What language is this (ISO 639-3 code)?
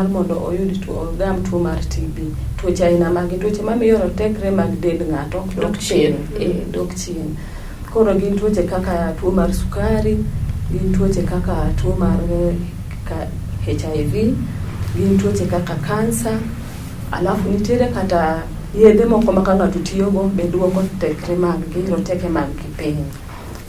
luo